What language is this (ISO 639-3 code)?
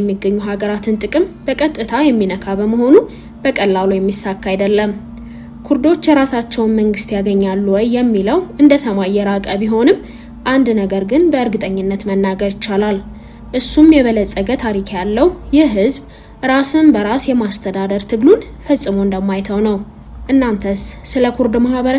amh